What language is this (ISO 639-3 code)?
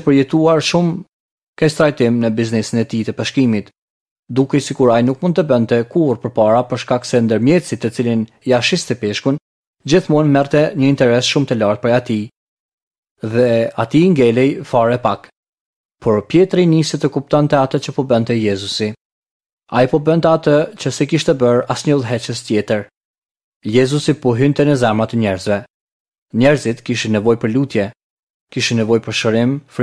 sqi